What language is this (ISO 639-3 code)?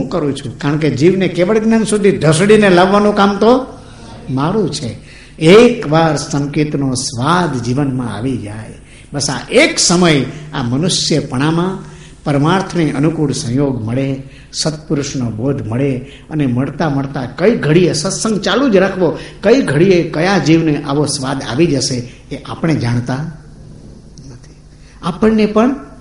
guj